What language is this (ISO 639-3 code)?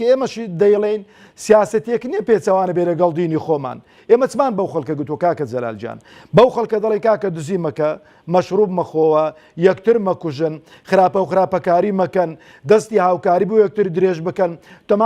ckb